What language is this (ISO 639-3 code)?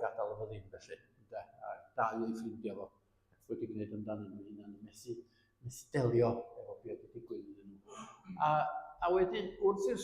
cym